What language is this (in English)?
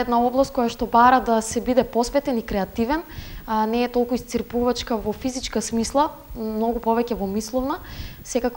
Macedonian